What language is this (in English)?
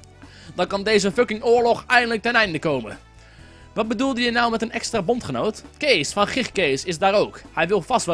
Dutch